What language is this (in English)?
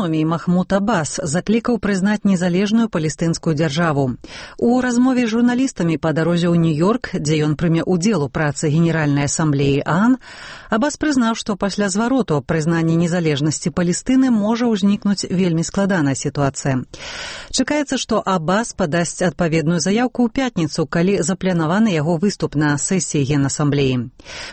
Belarusian